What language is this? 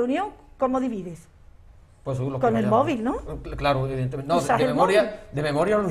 Spanish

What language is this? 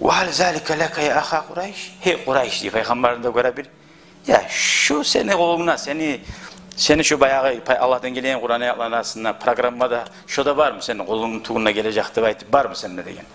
Kumyk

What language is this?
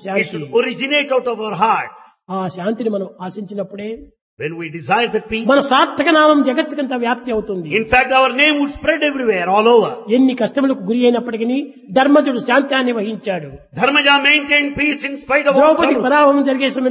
Telugu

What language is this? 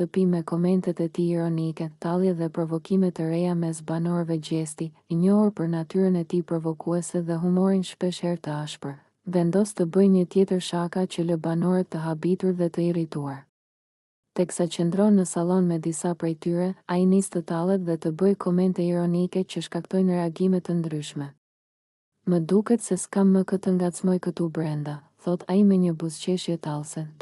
Albanian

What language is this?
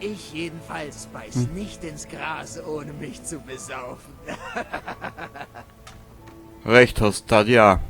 Bavarian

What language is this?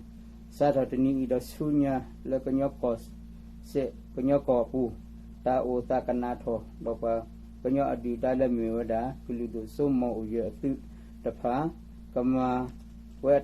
S'gaw Karen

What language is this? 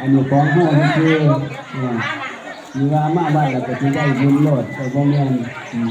Northeastern Thai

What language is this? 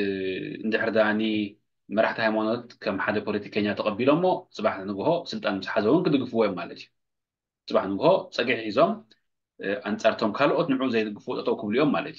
Tigrinya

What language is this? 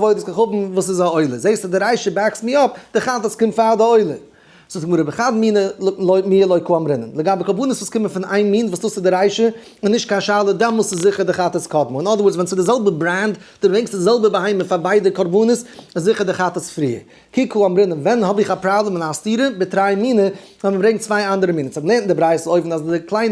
Yiddish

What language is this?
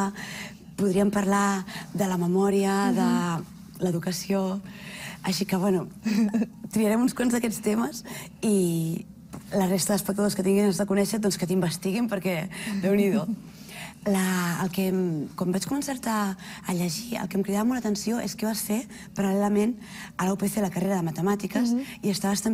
Catalan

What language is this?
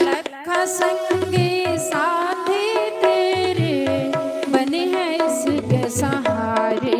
Dogri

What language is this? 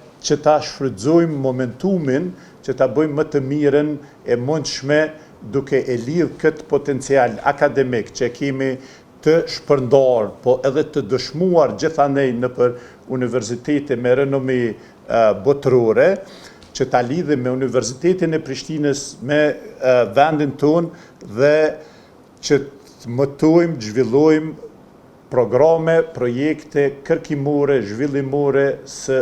Albanian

